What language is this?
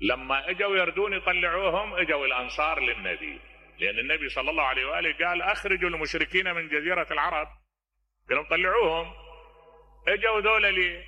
Mesopotamian Arabic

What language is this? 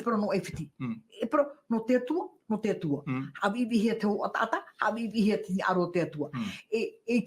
Tahitian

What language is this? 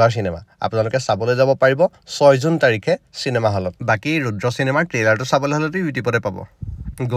Assamese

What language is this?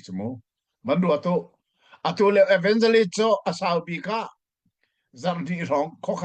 Hakha Chin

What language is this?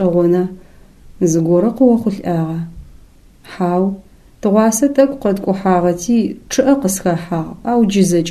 Adyghe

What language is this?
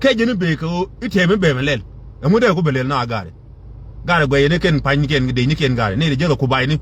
Nuer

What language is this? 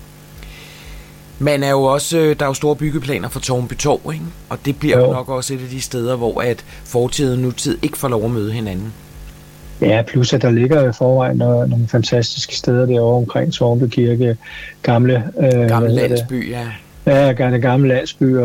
Danish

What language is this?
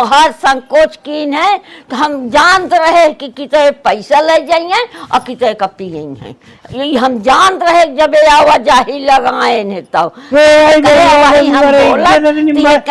Awadhi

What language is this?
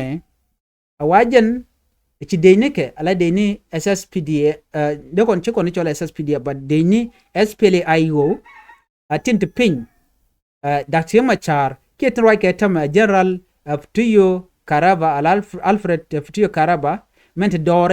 Nuer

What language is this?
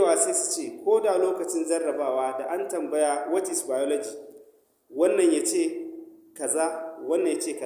Hausa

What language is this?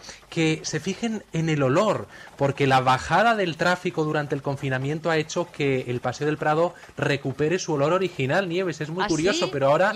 Spanish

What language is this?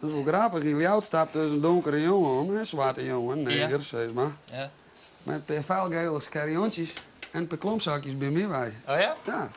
Western Frisian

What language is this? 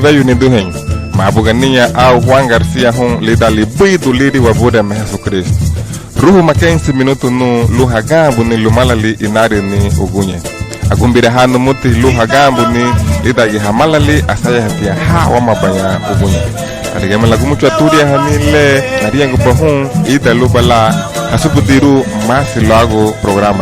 Garifuna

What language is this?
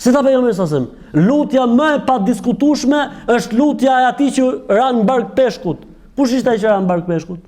Albanian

